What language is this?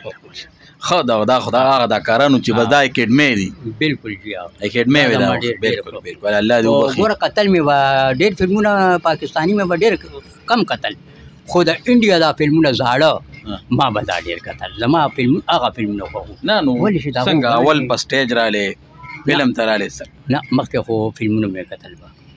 Pashto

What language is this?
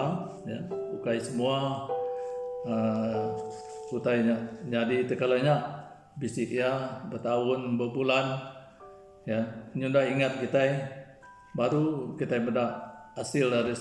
Iban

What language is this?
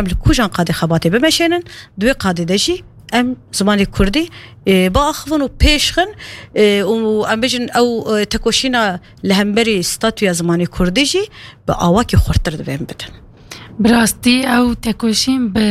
Kurdish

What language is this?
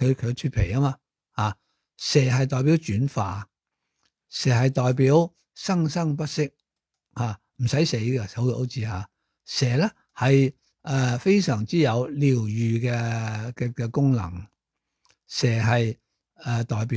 Cantonese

